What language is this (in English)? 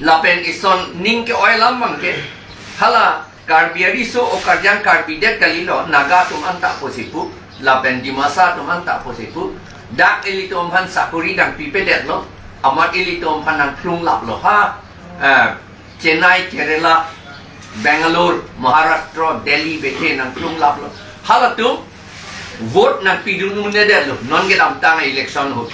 Karbi